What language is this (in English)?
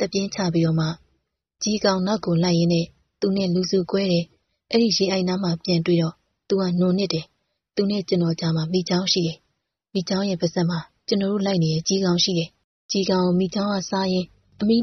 Burmese